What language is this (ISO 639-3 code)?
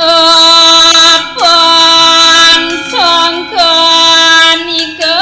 ban